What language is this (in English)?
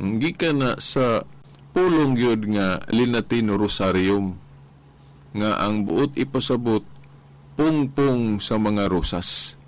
Cebuano